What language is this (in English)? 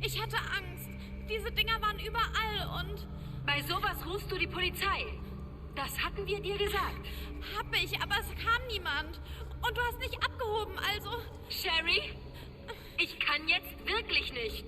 Bavarian